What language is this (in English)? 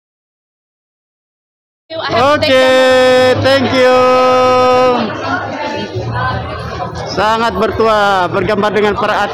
Malay